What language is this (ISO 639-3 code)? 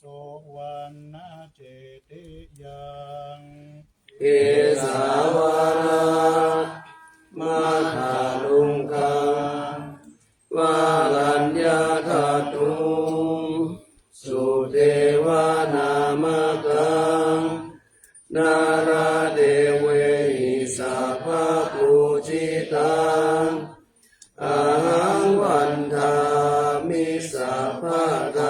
pli